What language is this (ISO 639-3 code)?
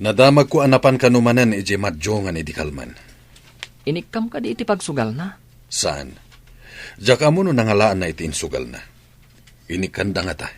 ilo